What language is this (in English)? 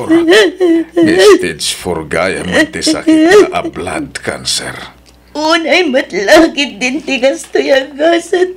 Iloko